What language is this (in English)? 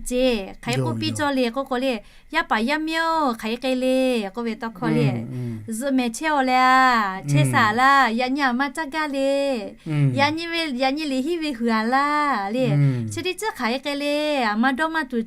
Lahu